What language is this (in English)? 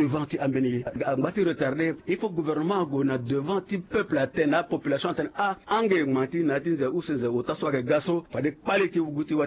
Sango